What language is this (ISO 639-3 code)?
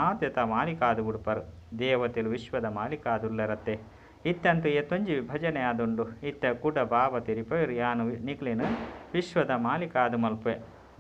tcy